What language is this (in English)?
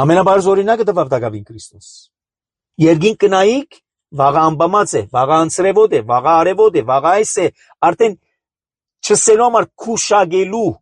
Armenian